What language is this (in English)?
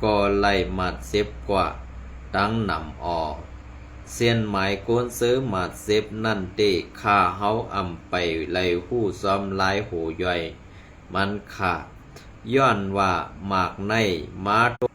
Shan